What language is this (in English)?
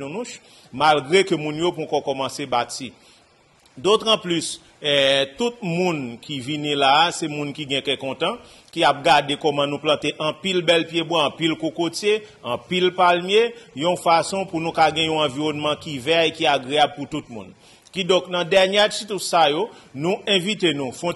Haitian Creole